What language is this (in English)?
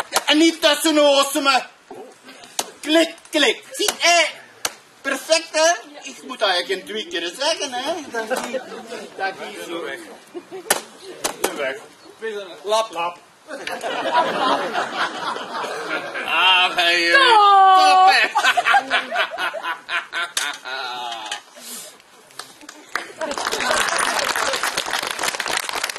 Dutch